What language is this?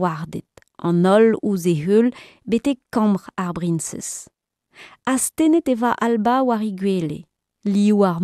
Breton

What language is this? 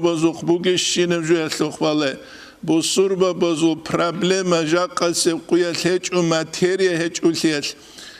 Avaric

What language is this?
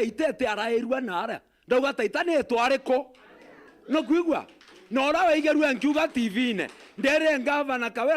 Meru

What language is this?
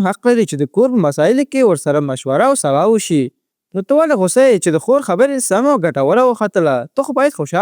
Pashto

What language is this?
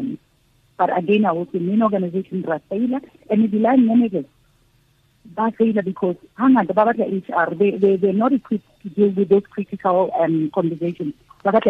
Tswana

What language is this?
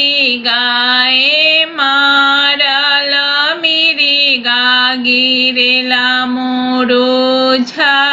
Bhojpuri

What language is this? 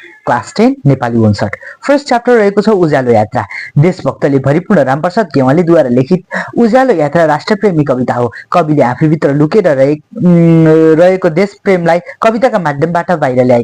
Nepali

